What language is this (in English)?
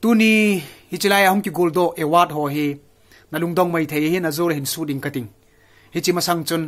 Thado Chin